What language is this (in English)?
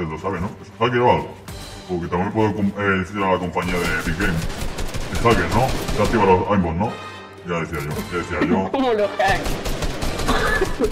Spanish